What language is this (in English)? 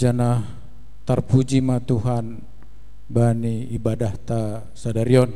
Batak Simalungun